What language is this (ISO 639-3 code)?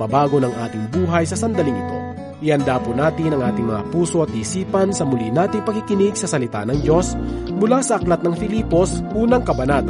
fil